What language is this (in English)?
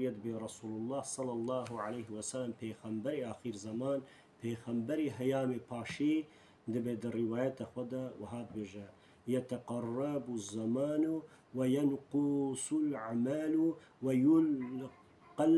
Kurdish